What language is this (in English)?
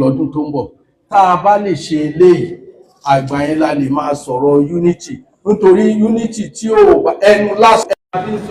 Yoruba